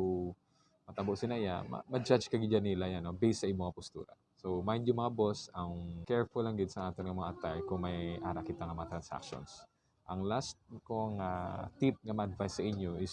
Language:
Hiligaynon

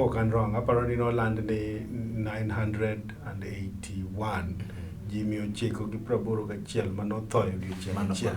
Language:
Luo (Kenya and Tanzania)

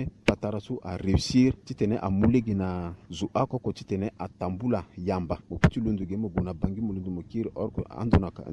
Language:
Sango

